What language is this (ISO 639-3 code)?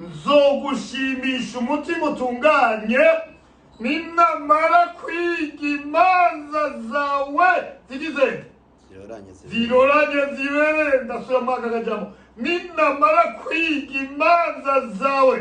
run